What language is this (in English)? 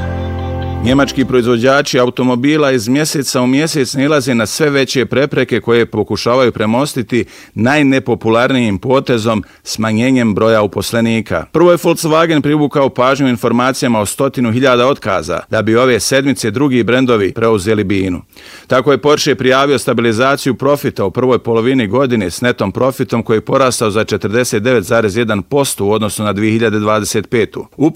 Bosnian